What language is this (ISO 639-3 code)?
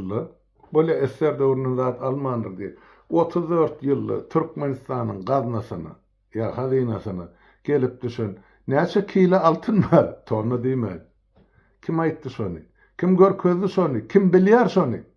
tuk